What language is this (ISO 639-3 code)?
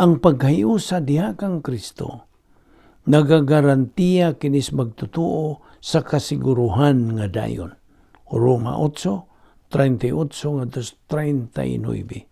ceb